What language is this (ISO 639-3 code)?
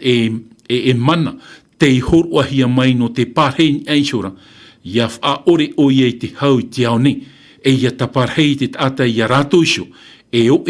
tah